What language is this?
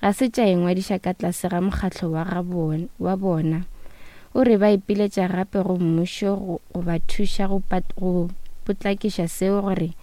Northern Sotho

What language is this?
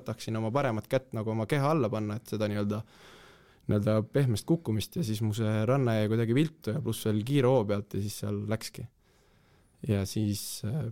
Estonian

